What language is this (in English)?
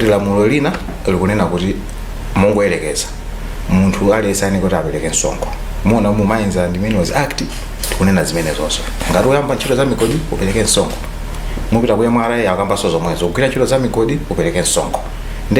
Nyanja